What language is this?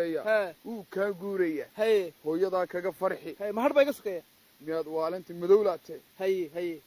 Somali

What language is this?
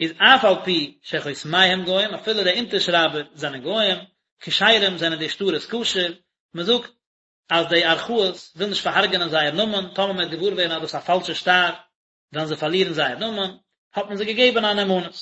Yiddish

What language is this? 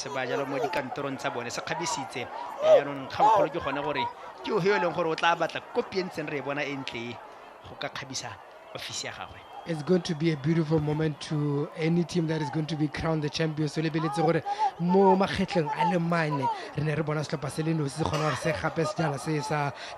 Tswana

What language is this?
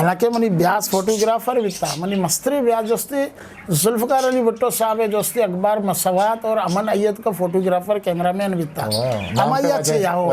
Eastern Balochi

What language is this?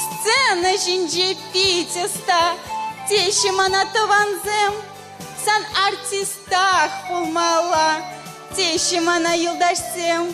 Chuvash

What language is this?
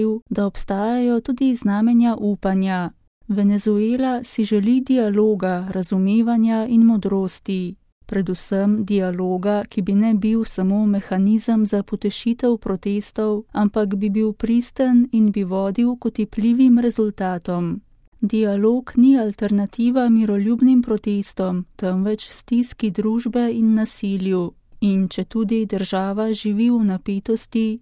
Slovenian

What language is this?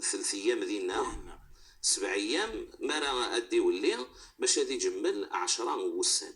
Moroccan Arabic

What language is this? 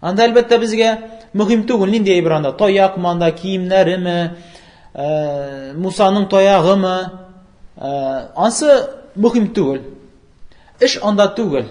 Tatar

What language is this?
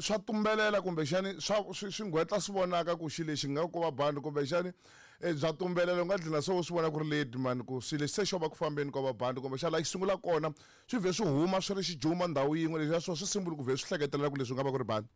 Tsonga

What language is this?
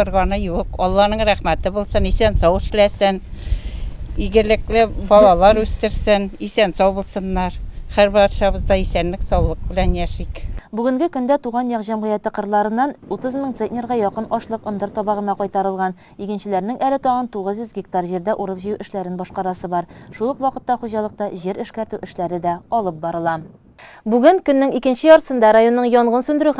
Tatar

